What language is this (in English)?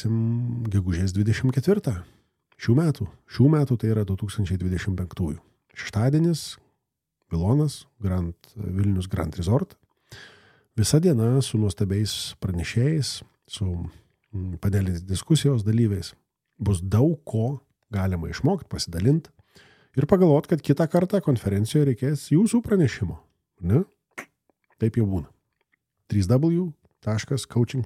Lithuanian